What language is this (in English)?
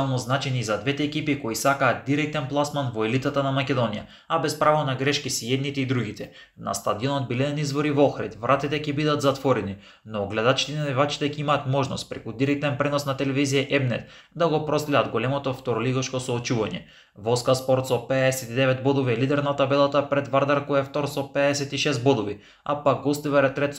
Macedonian